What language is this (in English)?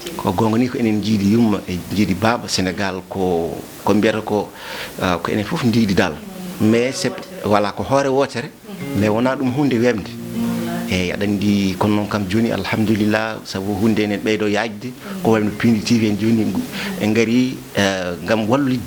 Fula